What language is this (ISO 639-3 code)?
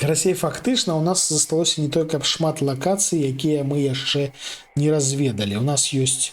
bel